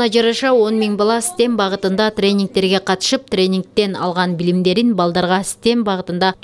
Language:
Kyrgyz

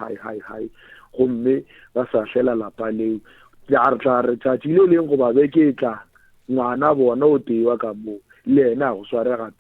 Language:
Northern Sotho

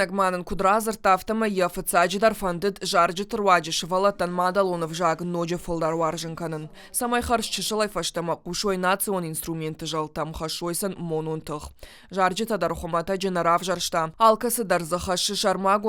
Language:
Ossetic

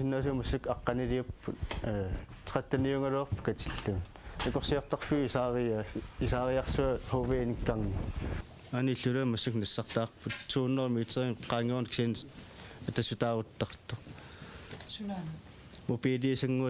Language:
Kalaallisut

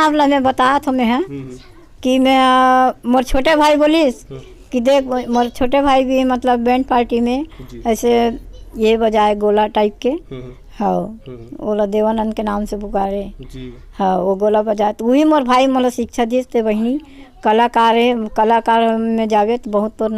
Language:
Chhattisgarhi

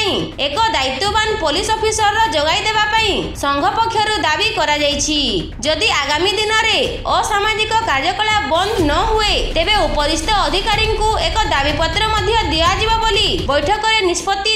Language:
Odia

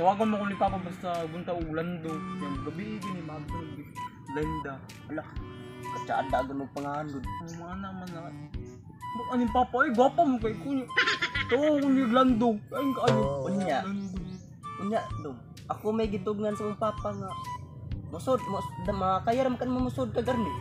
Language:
Cebuano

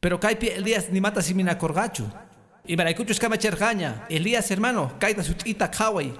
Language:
Quechua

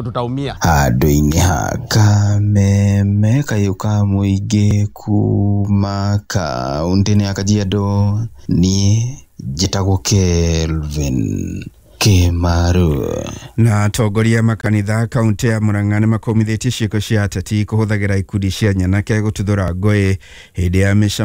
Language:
Kikuyu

